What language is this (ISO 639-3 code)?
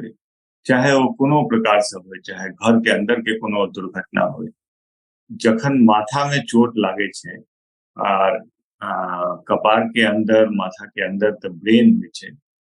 mai